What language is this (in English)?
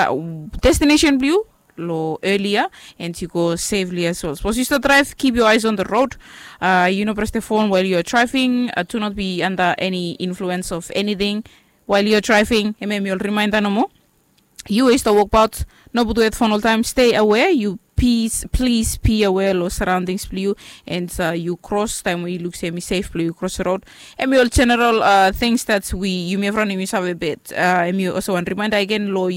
Bislama